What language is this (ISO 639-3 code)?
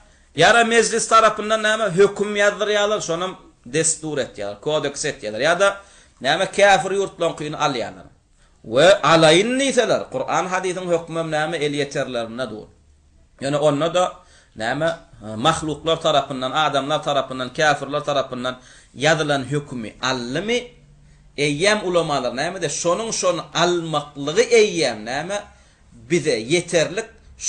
tuk